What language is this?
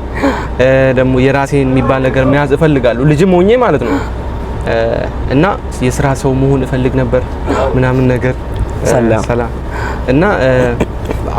Amharic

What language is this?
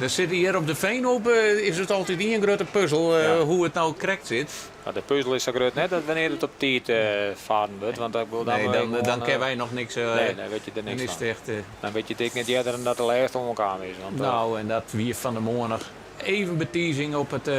Western Frisian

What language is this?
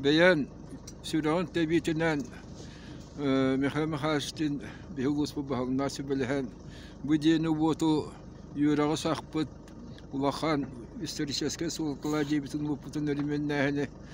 Yakut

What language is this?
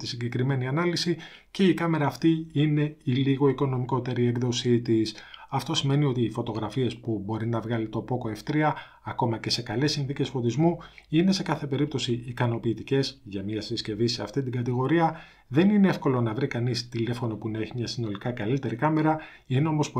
Greek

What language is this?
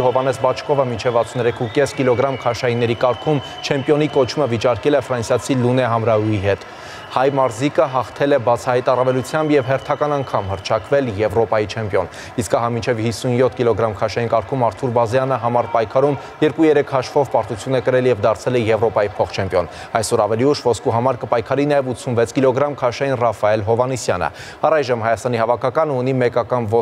Armenian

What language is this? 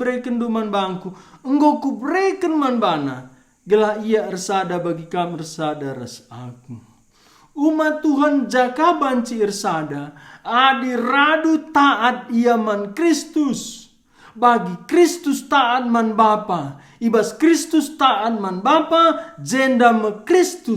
Batak Karo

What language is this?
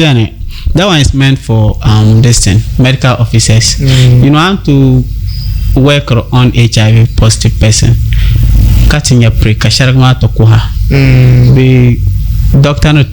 Dagbani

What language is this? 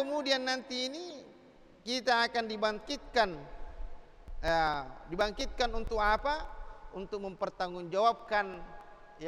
Indonesian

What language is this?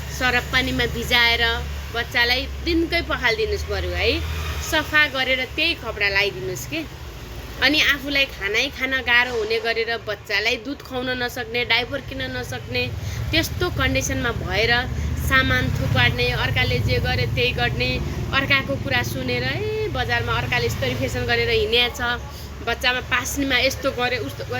Nepali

